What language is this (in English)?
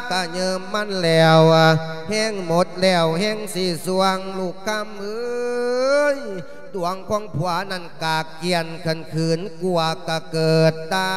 Lao